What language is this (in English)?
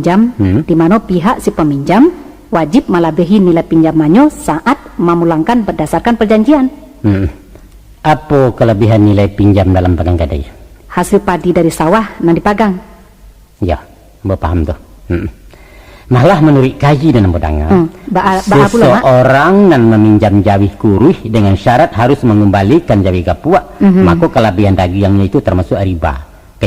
Minangkabau